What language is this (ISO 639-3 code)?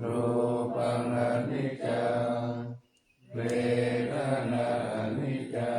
pli